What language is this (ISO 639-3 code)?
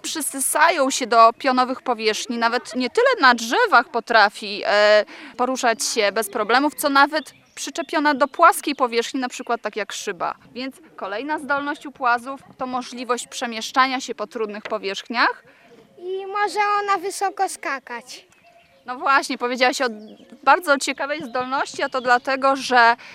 pol